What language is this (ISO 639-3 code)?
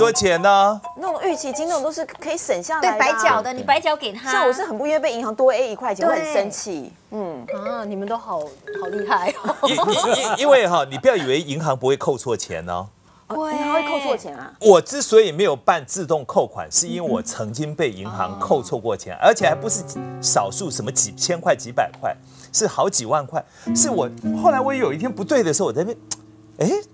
zho